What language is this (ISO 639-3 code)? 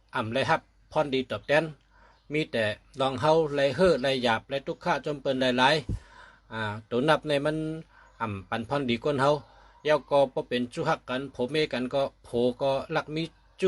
shn